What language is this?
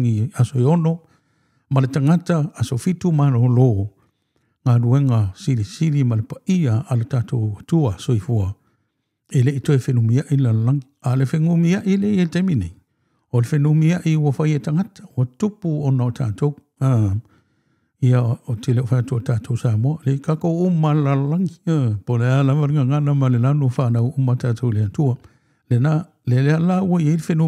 Samoan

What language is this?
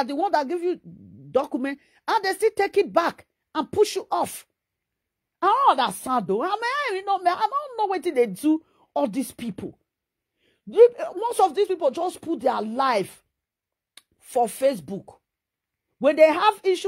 Nigerian Pidgin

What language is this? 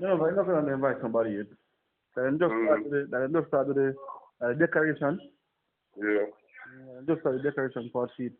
Jamaican Creole English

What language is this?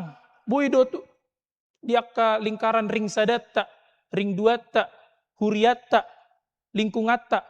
Batak Toba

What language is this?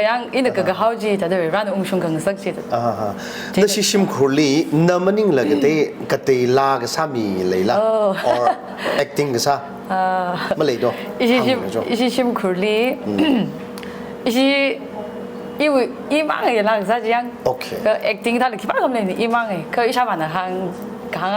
Tangkhul Naga (India)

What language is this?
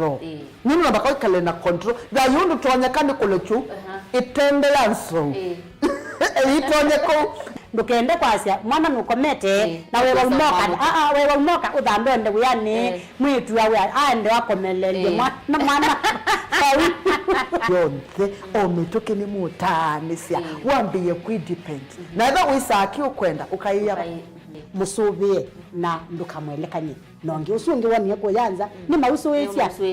Kamba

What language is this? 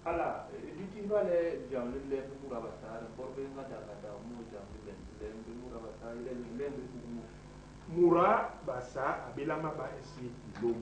Basaa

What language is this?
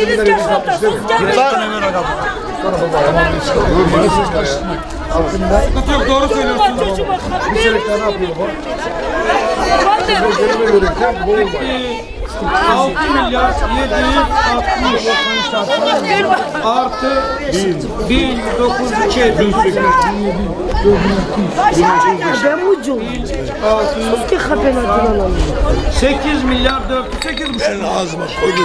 Turkish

